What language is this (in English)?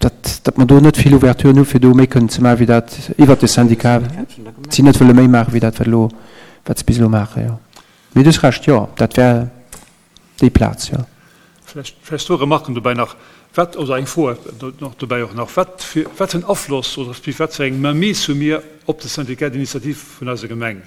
Luxembourgish